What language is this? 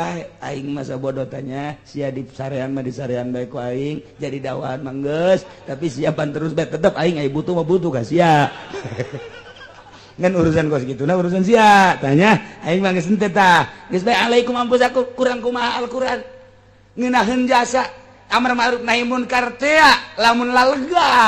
Sundanese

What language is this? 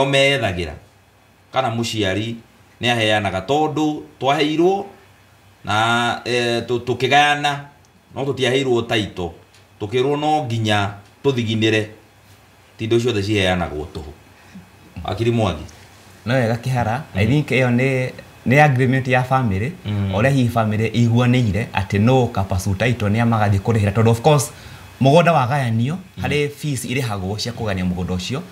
Kikuyu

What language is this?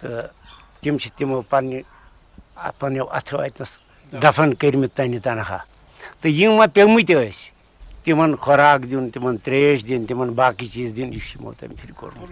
Kashmiri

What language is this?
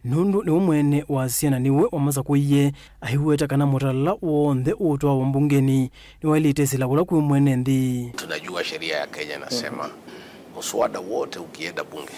Kamba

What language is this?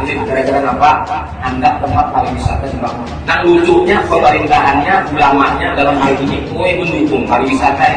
Banjar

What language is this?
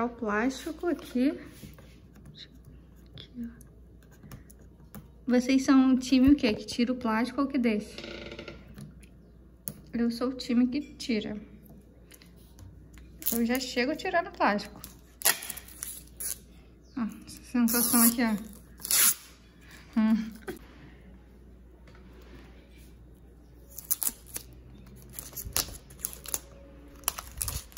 Portuguese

